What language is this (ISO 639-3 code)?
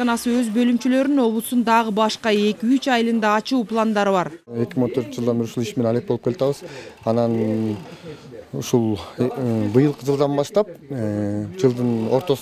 kir